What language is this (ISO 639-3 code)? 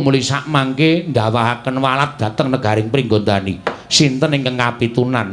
jav